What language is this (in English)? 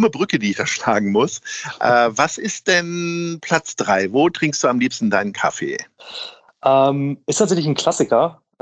German